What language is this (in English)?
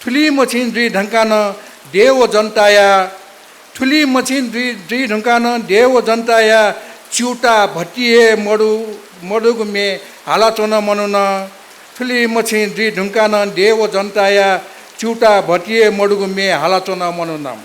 Newari